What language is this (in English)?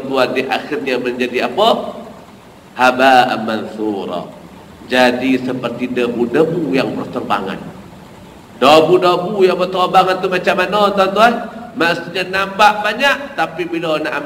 Malay